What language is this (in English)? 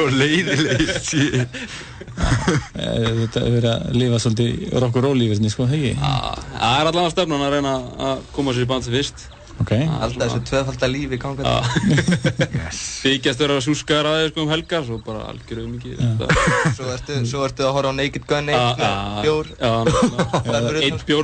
Icelandic